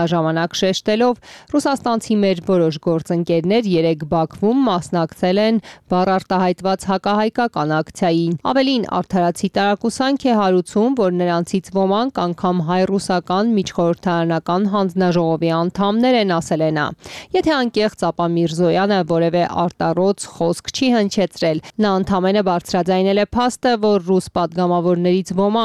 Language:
Armenian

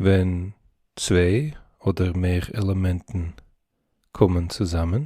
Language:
Yiddish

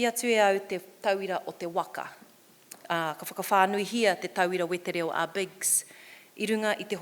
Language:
Māori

